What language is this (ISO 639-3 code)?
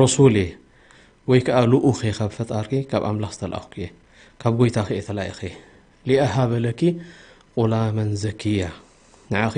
tir